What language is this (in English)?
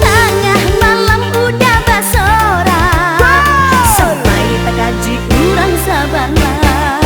Minangkabau